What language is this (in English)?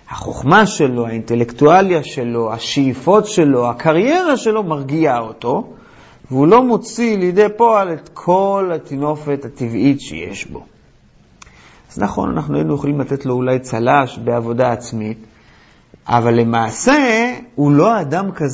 Hebrew